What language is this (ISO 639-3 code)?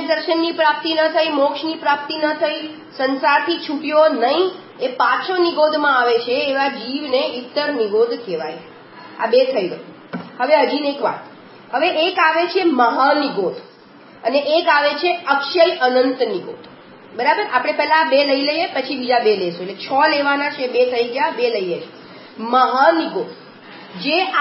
guj